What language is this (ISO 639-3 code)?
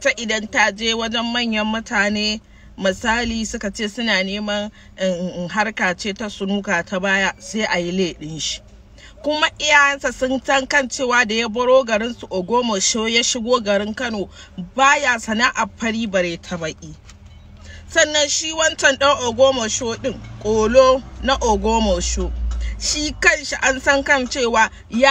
hau